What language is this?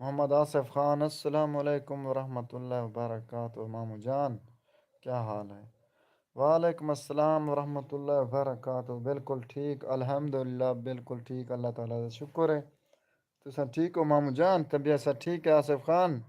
Saraiki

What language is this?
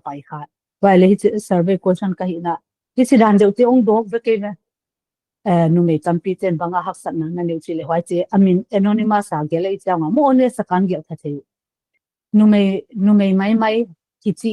Paite Chin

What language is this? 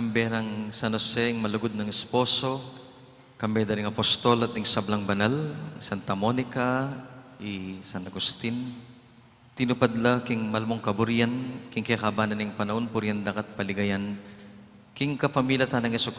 Pampanga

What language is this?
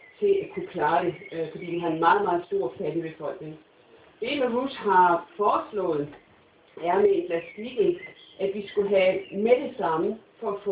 Danish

